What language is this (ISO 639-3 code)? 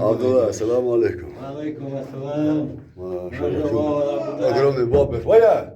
che